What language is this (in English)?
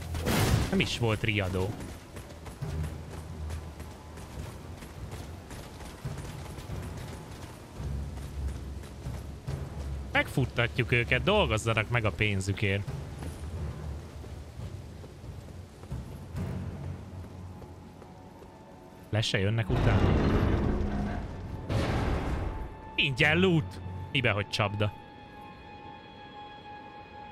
Hungarian